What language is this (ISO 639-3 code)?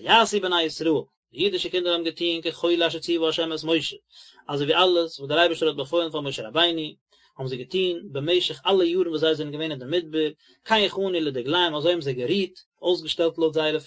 yid